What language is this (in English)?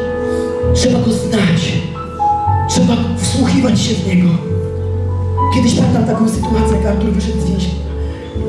Polish